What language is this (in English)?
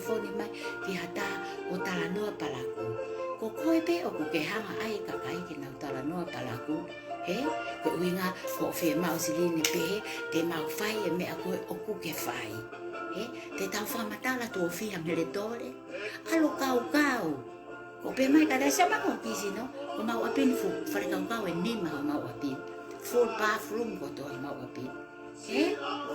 Tongan